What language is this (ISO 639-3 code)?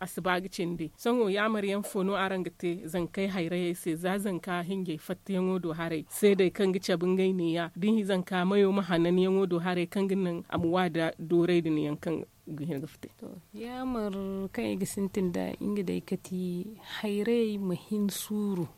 dje